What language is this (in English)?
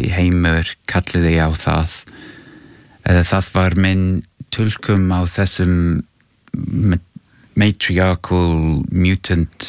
Icelandic